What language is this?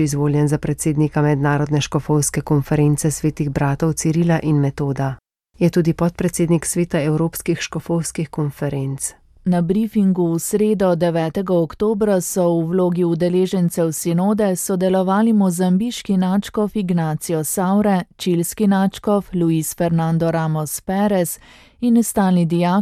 Slovenian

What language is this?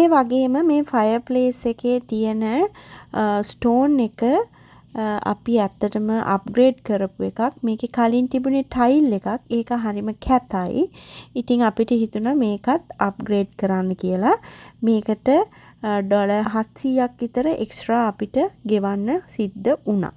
Sinhala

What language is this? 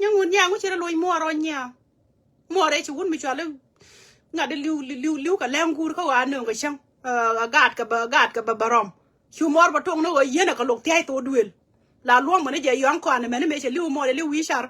Nuer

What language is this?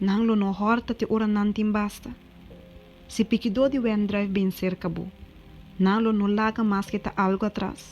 Papiamento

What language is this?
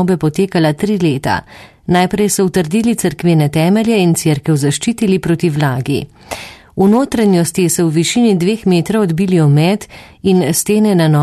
Slovenian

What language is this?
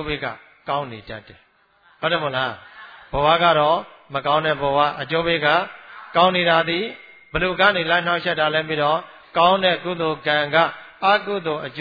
Burmese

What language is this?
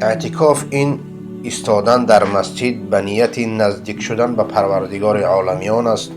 Persian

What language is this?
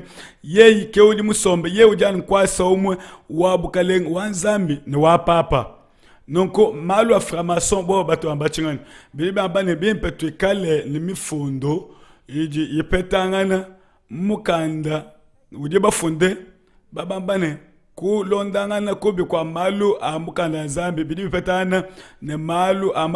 Luba-Lulua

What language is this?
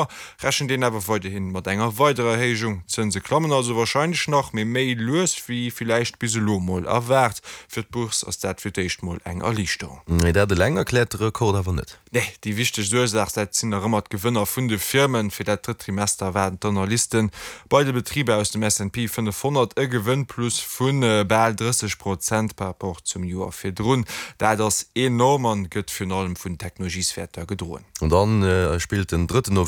Luxembourgish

